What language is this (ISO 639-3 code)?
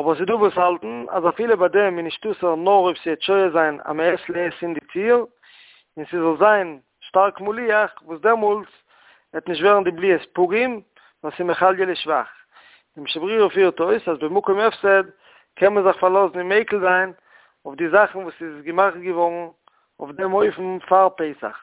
yid